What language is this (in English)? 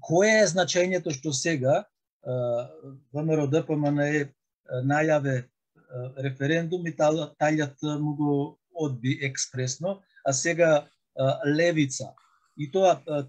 Macedonian